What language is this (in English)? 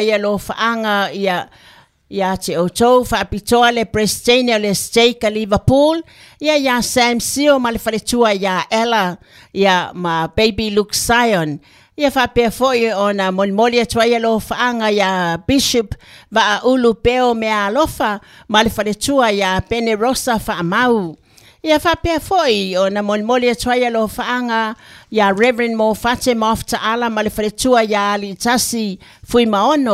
Samoan